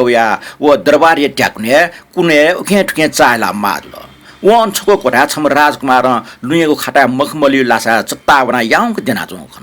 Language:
Newari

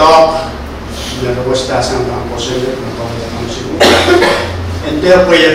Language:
Pohnpeian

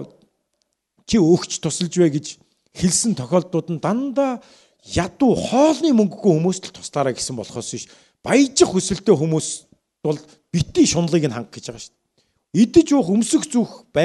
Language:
Mongolian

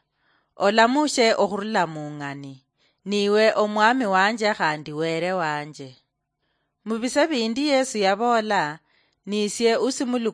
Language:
Luyia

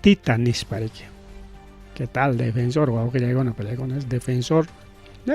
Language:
Ayacucho Quechua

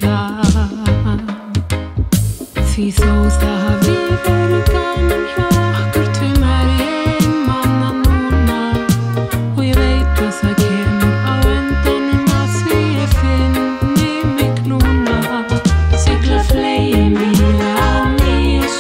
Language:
Icelandic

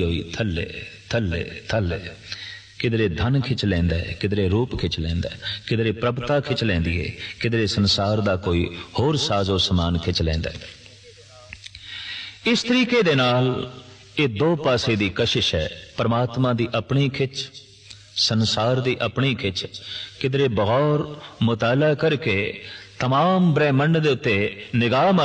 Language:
Punjabi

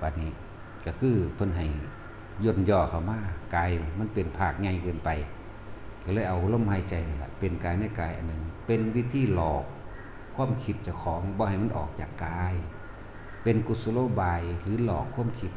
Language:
Lao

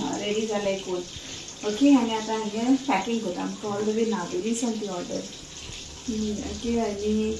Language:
Konkani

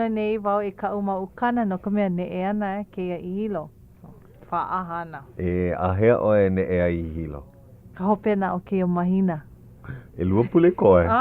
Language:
Hawaiian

